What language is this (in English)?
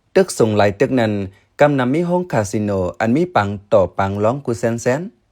Shan